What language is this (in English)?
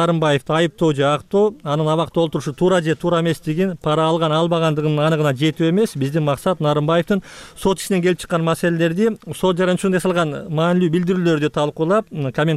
Kyrgyz